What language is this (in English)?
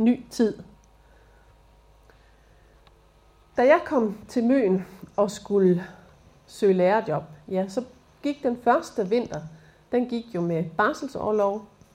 Danish